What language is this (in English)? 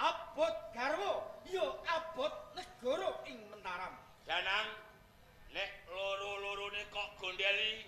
Javanese